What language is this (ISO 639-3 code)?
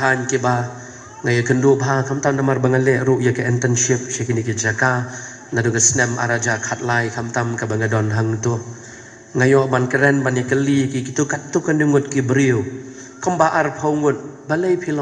kha